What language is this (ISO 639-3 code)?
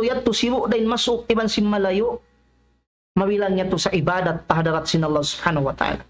tsg